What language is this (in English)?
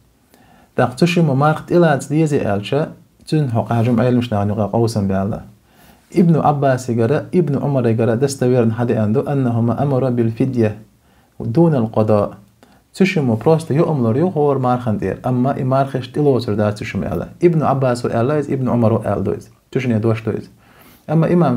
Chechen